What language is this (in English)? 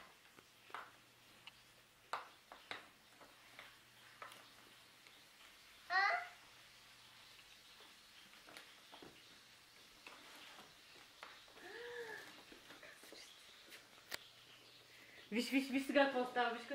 Bulgarian